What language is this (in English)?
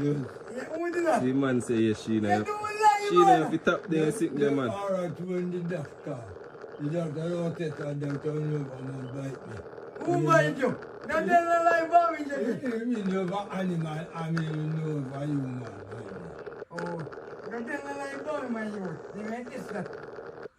Jamaican Creole English